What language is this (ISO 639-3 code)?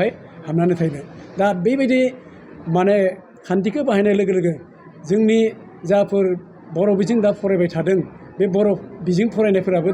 brx